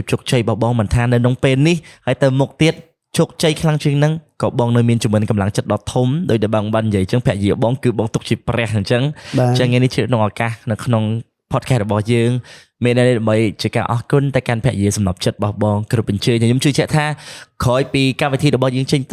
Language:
Khmer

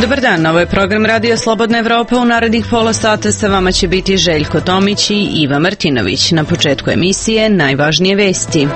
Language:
Serbian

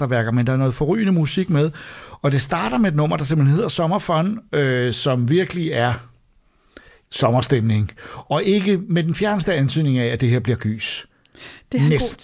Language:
Danish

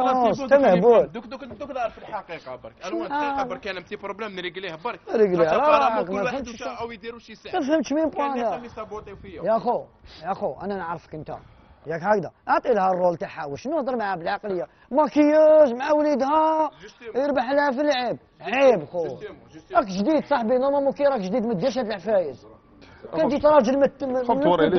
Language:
Algerian Arabic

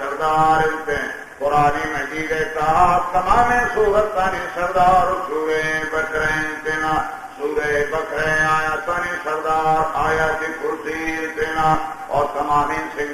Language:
Baluchi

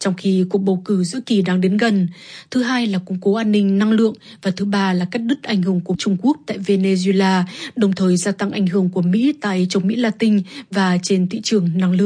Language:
Vietnamese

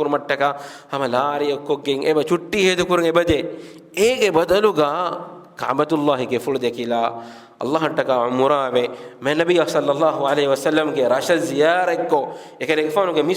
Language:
Divehi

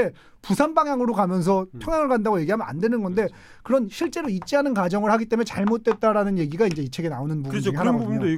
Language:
Korean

